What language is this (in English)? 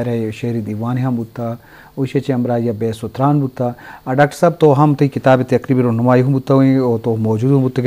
Eastern Balochi